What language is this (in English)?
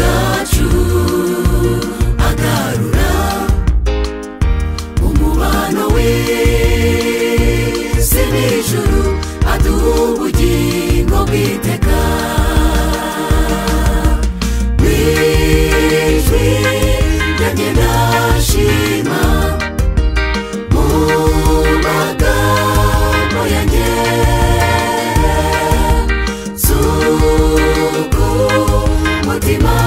Kinyarwanda